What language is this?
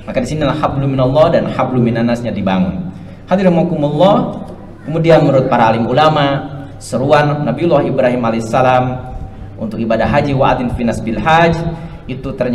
Indonesian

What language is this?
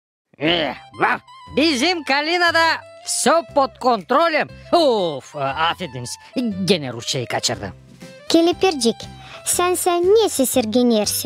Gagauz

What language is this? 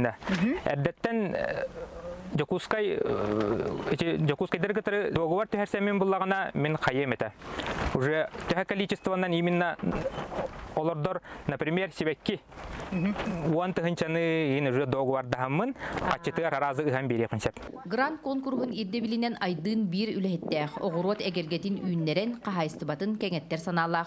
Yakut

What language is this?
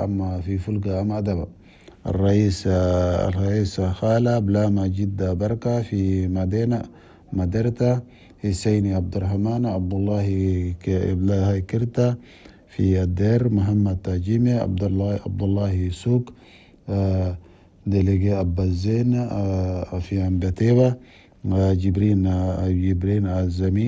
Chadian Arabic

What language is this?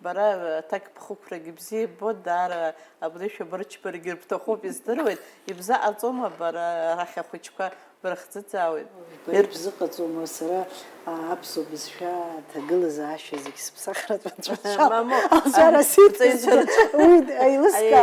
Abkhazian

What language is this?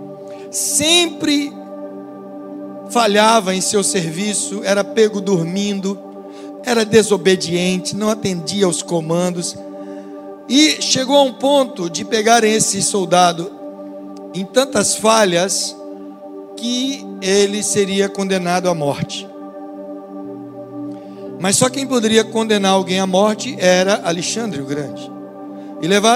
Portuguese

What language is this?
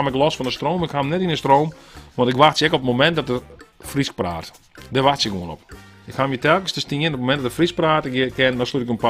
Western Frisian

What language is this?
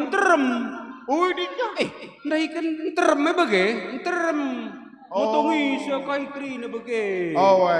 Batak Karo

